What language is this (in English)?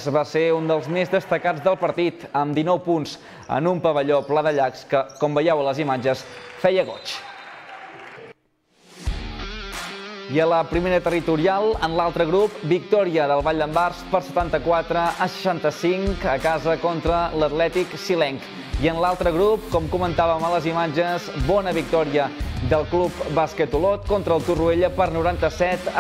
Catalan